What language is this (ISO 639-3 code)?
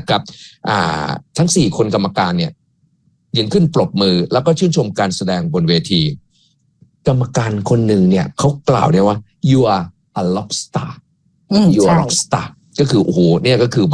tha